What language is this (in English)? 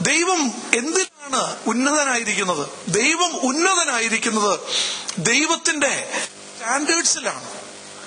Malayalam